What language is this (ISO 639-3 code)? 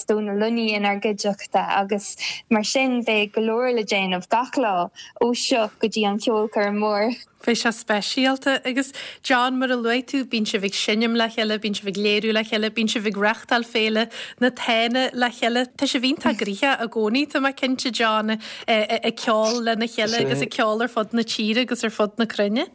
gle